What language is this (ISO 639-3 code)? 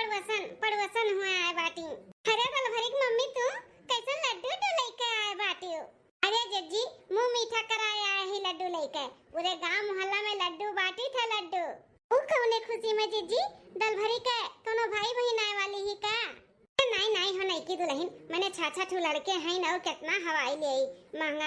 awa